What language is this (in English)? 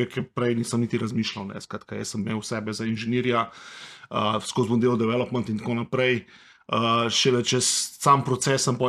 Slovenian